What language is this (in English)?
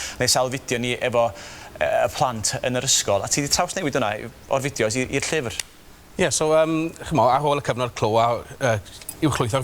Welsh